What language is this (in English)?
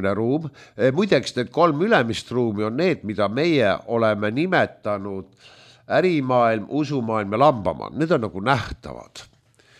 Estonian